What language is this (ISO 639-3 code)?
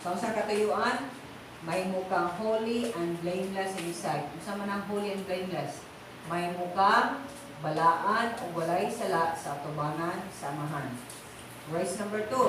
ceb